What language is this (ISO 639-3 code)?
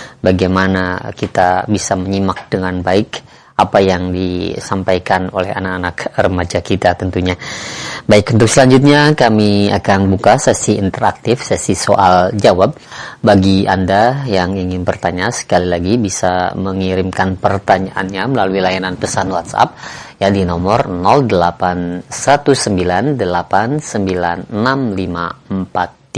ind